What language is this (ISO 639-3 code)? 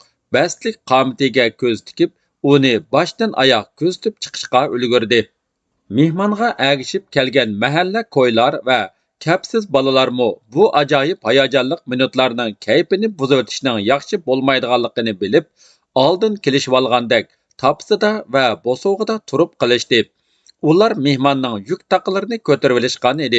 uig